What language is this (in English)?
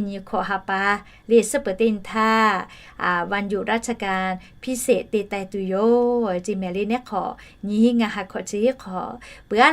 Lahu